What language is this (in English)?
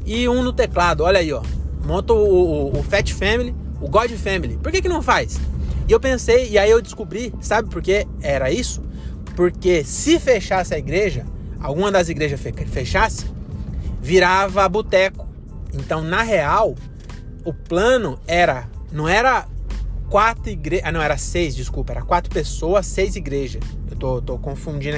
Portuguese